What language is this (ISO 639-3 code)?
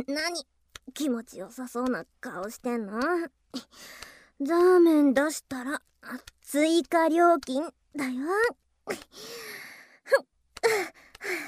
jpn